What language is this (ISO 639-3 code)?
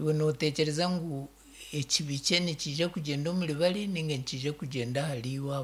nyn